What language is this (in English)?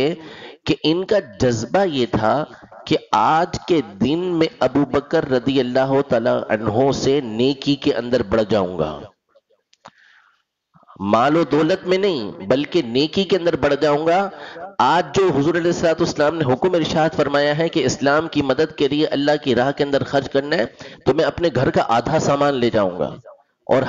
Urdu